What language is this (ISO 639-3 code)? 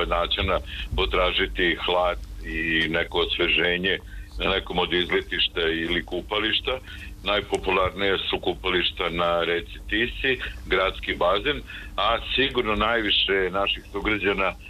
srp